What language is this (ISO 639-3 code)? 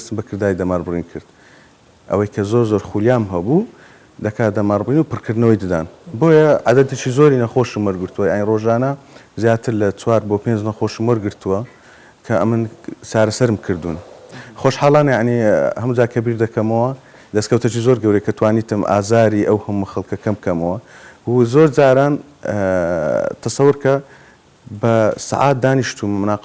ckb